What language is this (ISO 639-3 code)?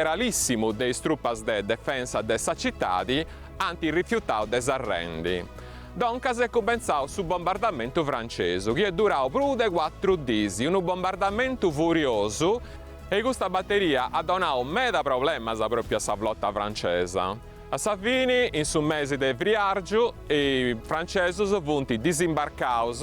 srd